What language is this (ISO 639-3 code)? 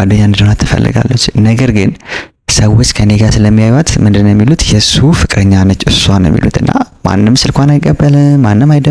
amh